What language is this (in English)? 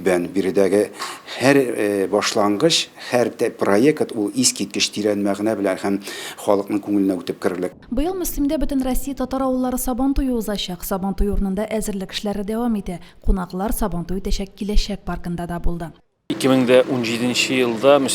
Tatar